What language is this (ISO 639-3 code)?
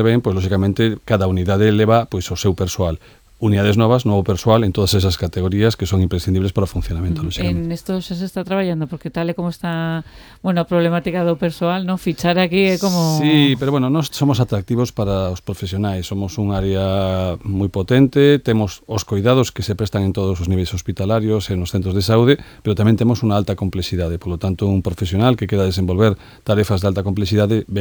glg